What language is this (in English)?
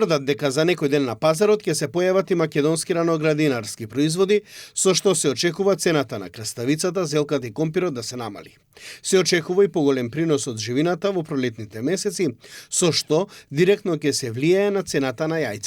Macedonian